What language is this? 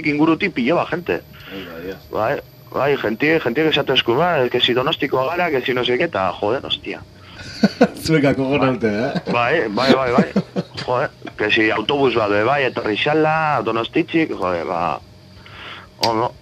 Basque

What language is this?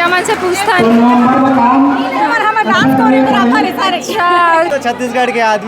Chhattisgarhi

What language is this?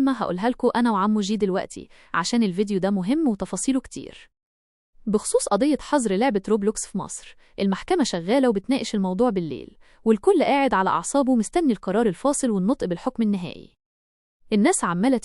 Egyptian Arabic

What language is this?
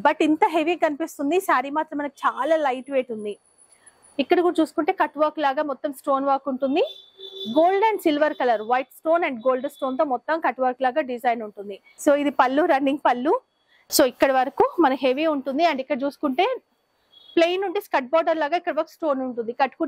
Telugu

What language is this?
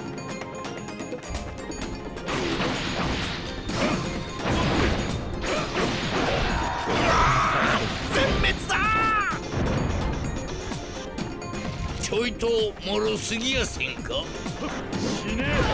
Japanese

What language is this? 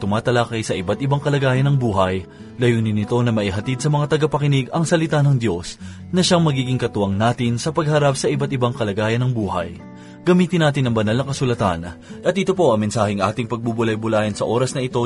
Filipino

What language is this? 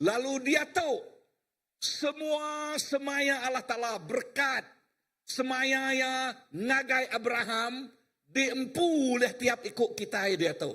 Iban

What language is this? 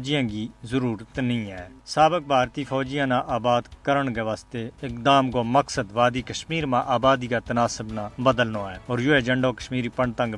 Gujari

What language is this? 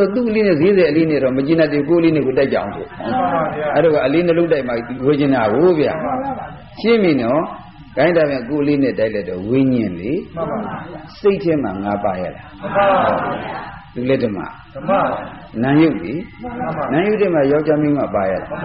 Burmese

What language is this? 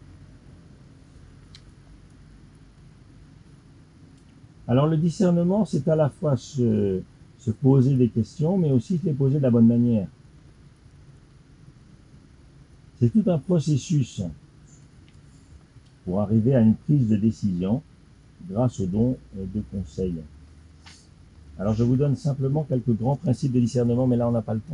French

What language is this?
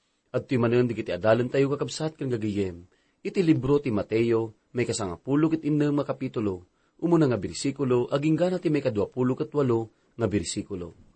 Iloko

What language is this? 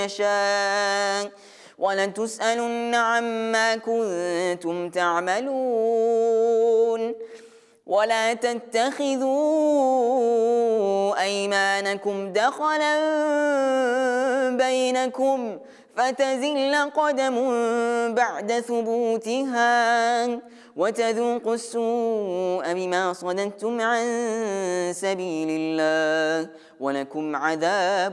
Arabic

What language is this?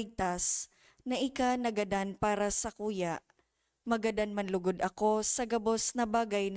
Bikol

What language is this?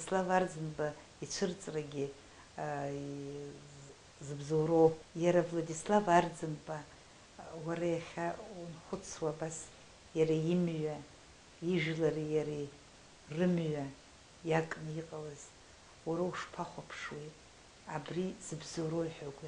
Abkhazian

